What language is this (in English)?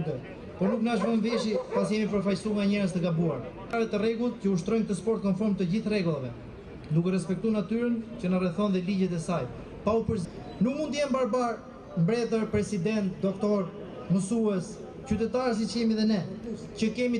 Albanian